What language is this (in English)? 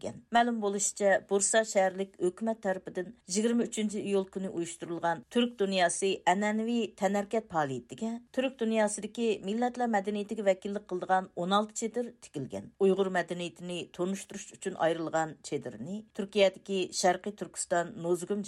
Uyghur